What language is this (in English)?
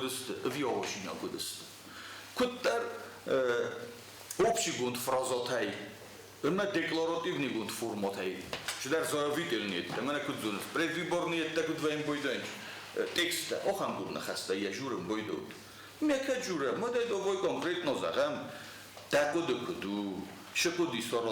Ossetic